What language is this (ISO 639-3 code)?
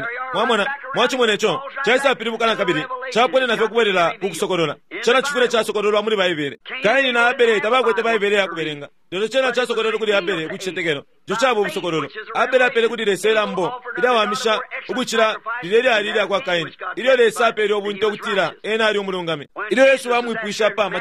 bem